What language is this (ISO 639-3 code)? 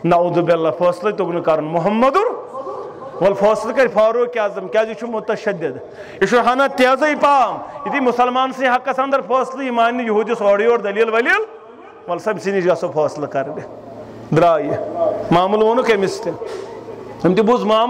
kas